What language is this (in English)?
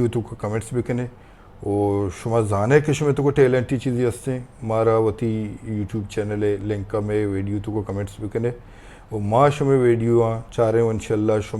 Baluchi